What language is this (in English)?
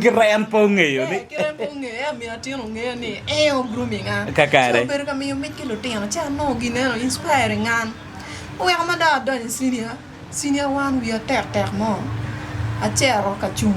Acoli